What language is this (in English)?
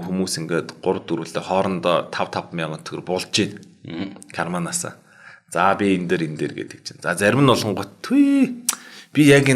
Mongolian